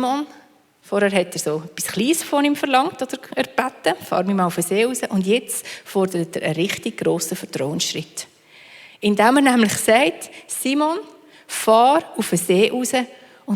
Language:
Swiss German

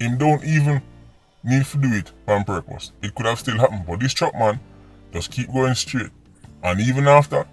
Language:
Jamaican Creole English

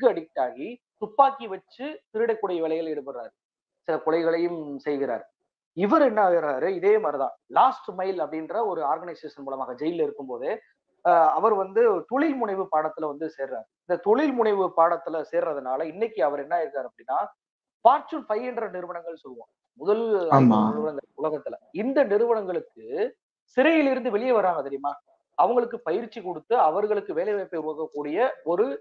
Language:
Tamil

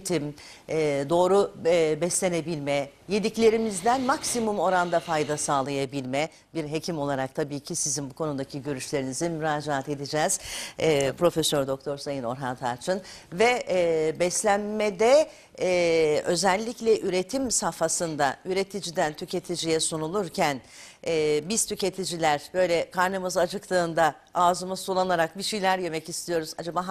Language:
Turkish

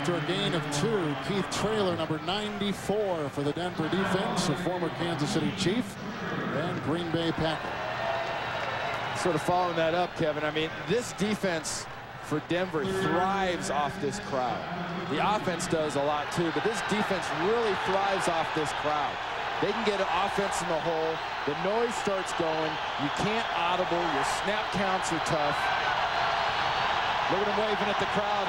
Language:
English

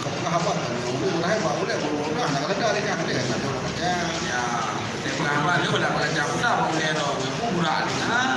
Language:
Achinese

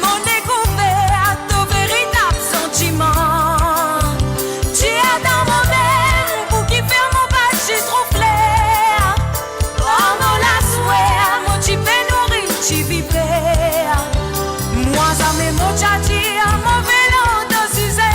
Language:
Morisyen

